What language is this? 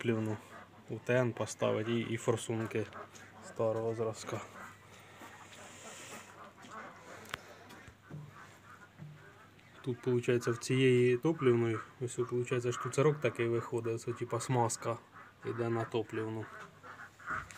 Ukrainian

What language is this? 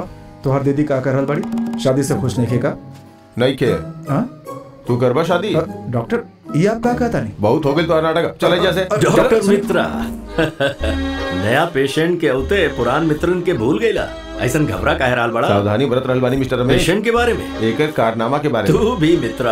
Bhojpuri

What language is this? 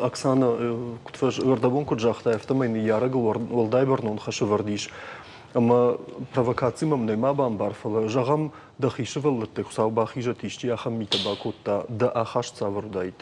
Ossetic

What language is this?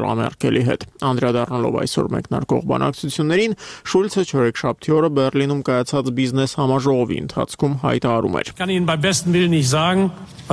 Armenian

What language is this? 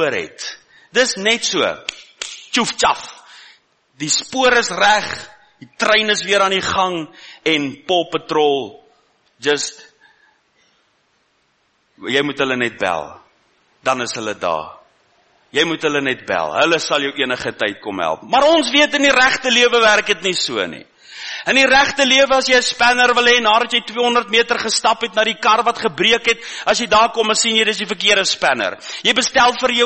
Afrikaans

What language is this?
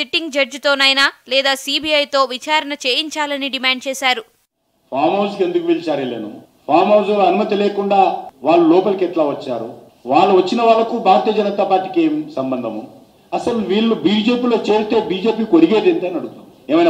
Telugu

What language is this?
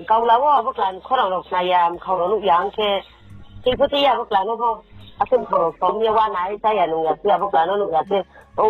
Riang (India)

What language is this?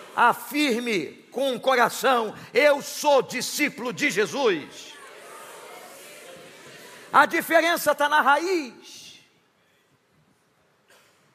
Portuguese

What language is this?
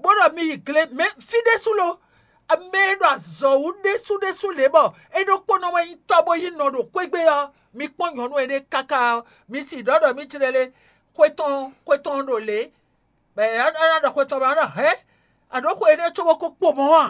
Fon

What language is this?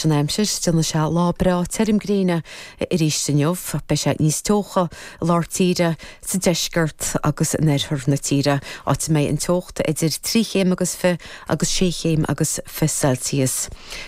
Irish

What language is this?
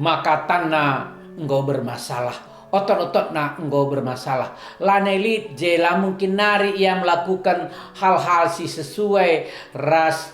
Batak Karo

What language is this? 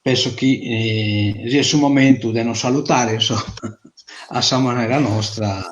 Sardinian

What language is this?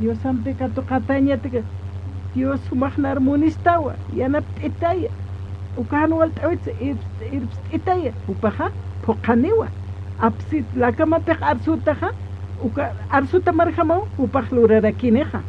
Aymara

